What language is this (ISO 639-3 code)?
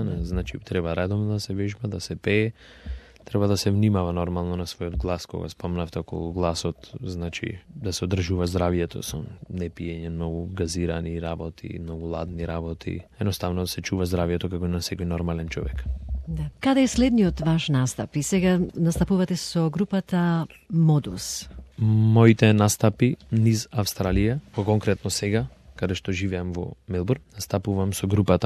mkd